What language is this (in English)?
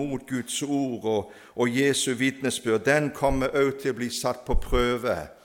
Norwegian